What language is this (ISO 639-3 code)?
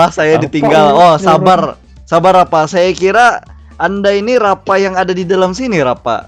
bjn